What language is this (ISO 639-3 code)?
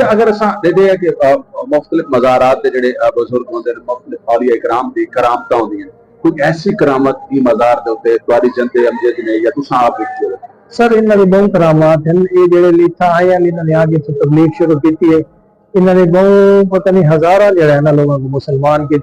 skr